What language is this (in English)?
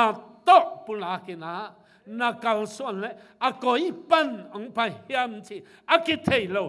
Tedim Chin